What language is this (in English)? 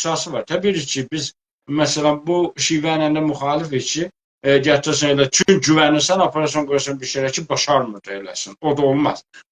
South Azerbaijani